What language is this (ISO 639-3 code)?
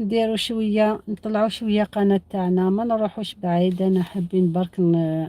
arq